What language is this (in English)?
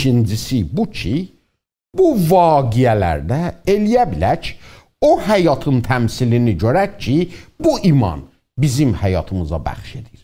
South Azerbaijani